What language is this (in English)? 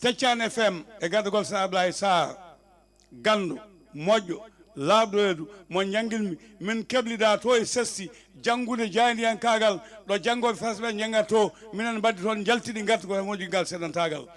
Fula